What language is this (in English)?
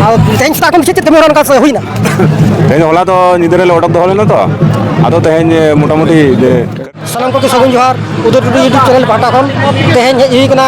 Santali